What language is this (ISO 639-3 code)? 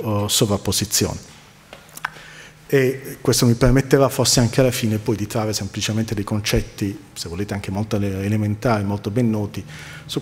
ita